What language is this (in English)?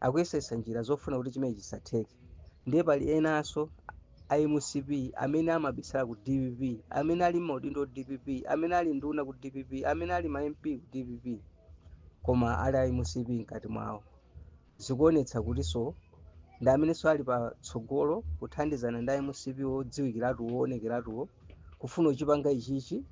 Nyanja